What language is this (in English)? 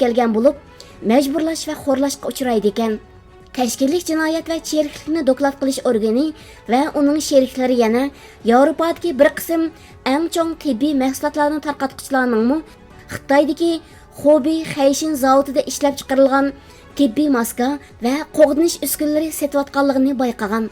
Uyghur